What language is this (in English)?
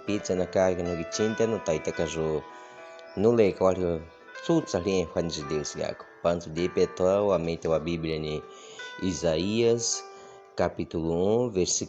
Baniwa